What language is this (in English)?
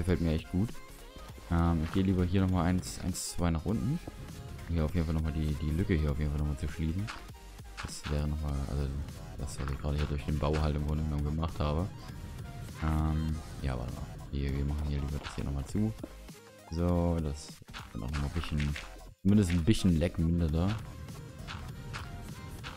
German